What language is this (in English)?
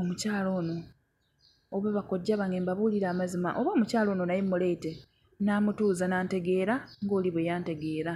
Ganda